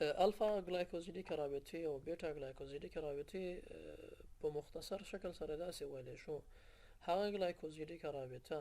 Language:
Pashto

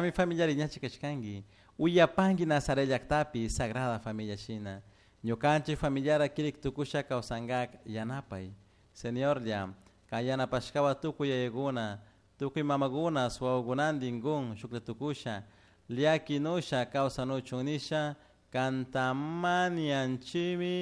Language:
Chimborazo Highland Quichua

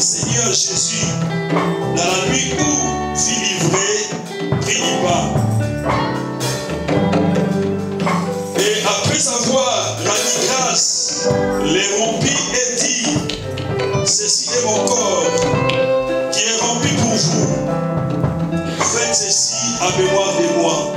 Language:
French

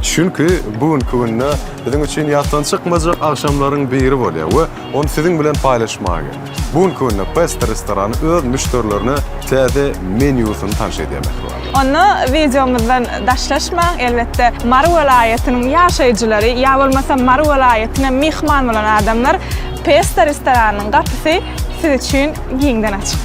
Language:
Turkmen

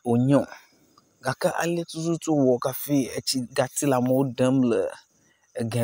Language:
Ewe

